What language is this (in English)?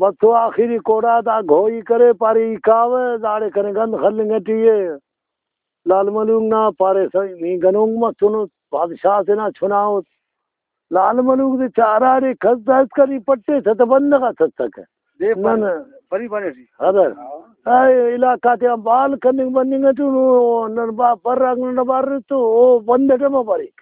Brahui